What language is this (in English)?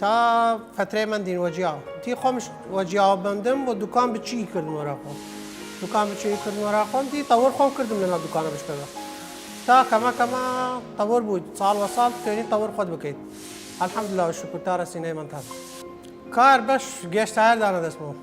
Southern Kurdish